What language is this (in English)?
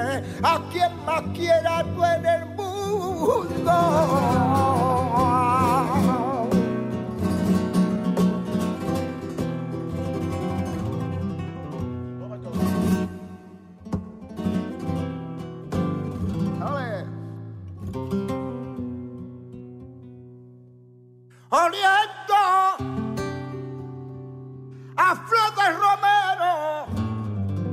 Spanish